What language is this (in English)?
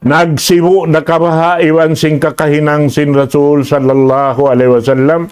Tausug